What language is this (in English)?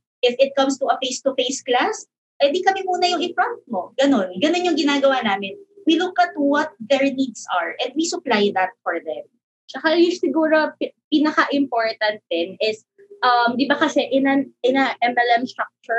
Filipino